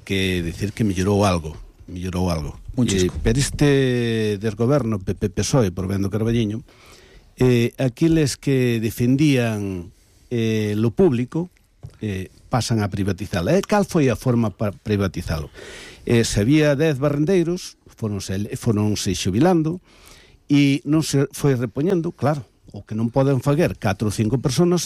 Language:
Galician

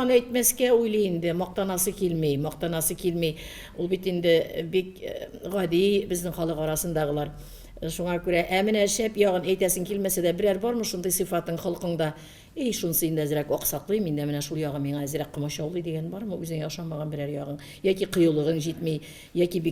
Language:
Tatar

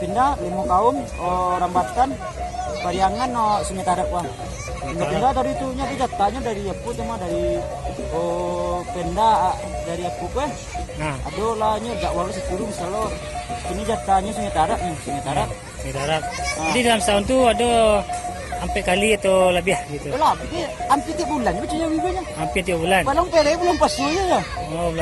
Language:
Minangkabau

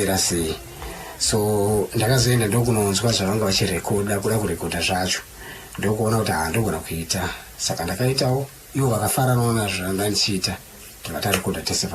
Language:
Shona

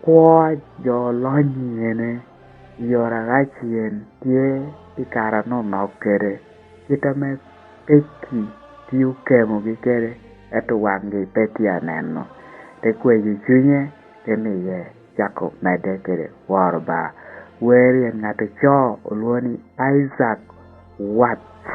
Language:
Lango (Uganda)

